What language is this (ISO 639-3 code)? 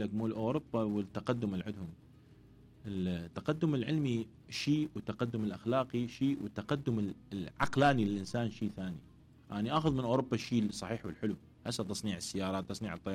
acm